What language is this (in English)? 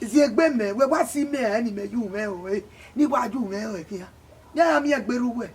Bini